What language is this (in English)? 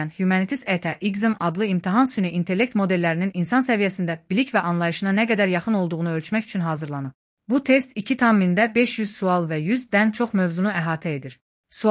Azerbaijani